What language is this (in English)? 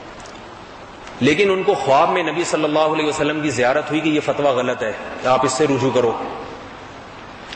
Urdu